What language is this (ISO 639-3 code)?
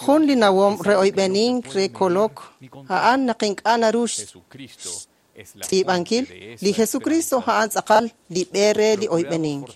kek